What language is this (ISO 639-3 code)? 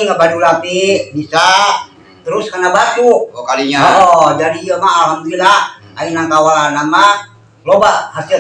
sun